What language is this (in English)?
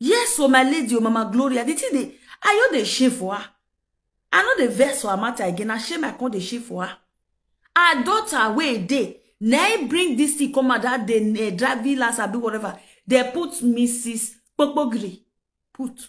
Nigerian Pidgin